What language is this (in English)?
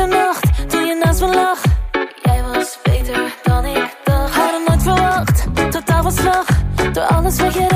Dutch